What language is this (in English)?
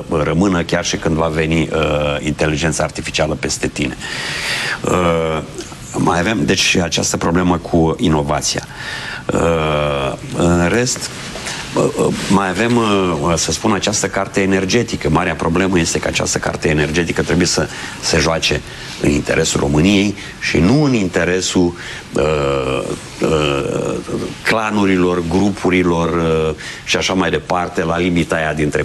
Romanian